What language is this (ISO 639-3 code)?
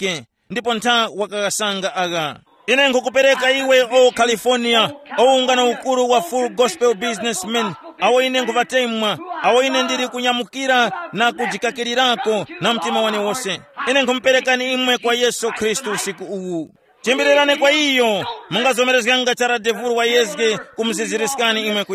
tum